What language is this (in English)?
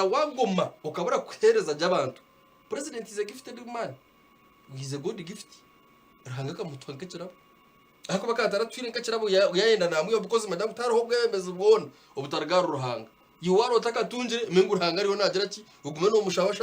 Nyankole